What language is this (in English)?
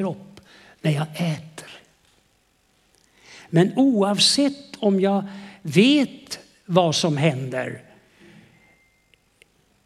Swedish